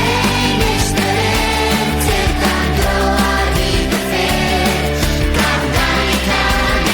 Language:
Welsh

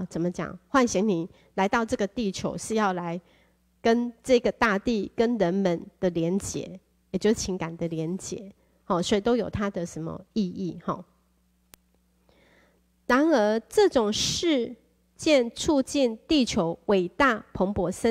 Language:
Chinese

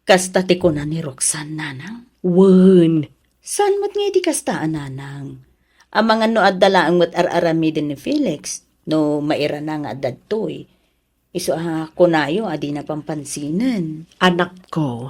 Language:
Iloko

